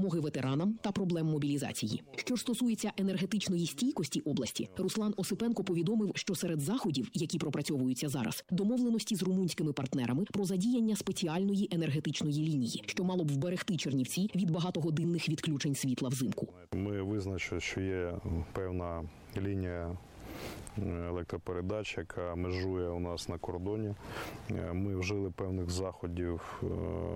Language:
Ukrainian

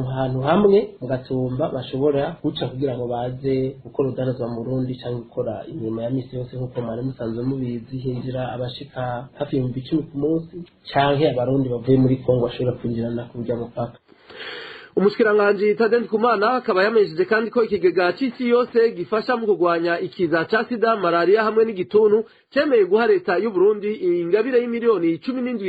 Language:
Rundi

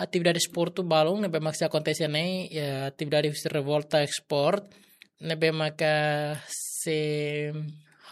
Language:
Tetum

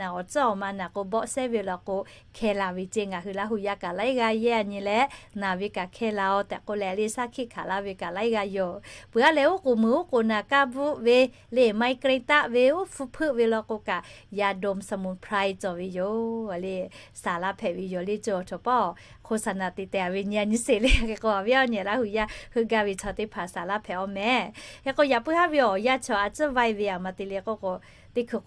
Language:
Lahu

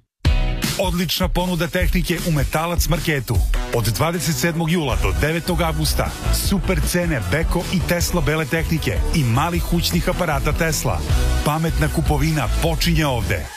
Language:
Serbian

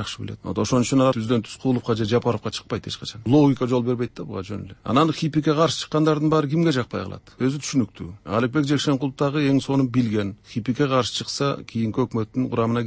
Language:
Kyrgyz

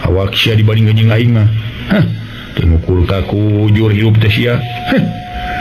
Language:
Sundanese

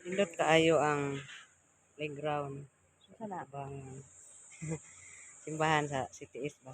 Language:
Cebuano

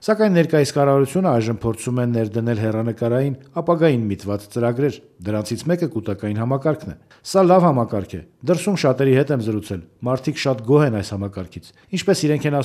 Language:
Armenian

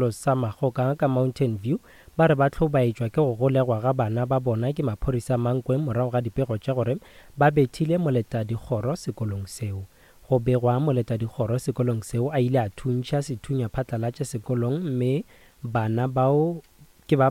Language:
Northern Sotho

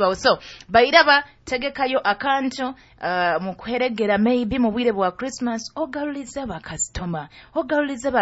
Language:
Nyoro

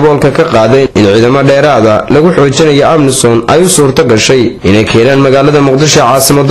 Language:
Somali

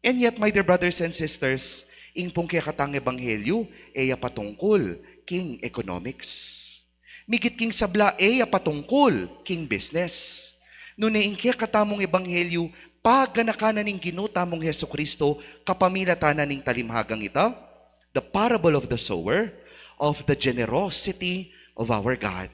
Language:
Pampanga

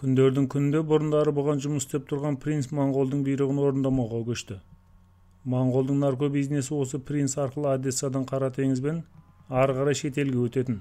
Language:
Kazakh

